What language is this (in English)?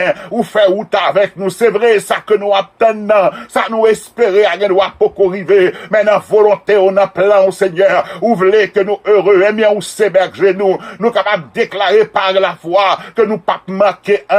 Haitian Creole